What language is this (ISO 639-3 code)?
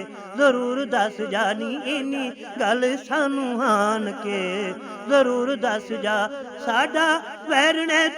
skr